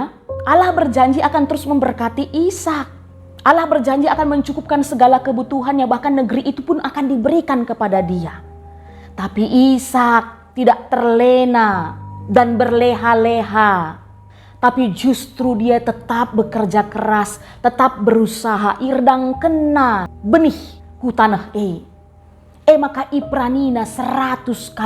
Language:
Batak Karo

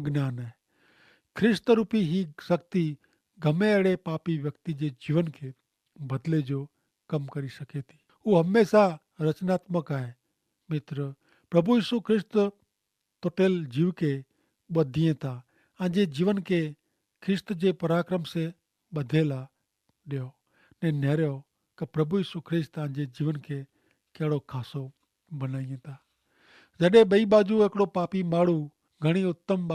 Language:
Kachhi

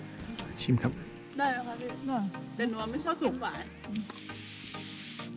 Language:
Thai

